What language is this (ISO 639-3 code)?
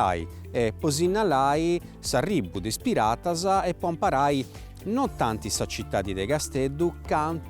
srd